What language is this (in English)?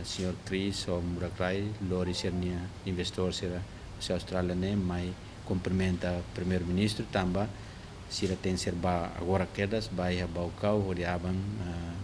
Tetum